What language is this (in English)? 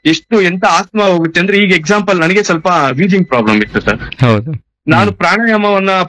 Kannada